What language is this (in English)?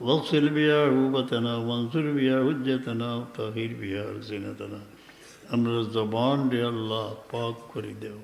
Sylheti